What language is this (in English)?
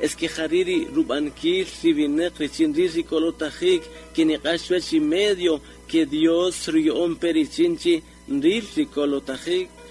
Kaqchikel